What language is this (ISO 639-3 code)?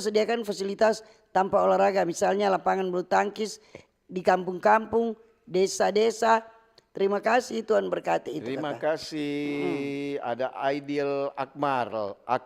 xmm